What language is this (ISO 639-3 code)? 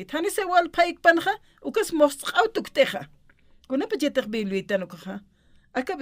aym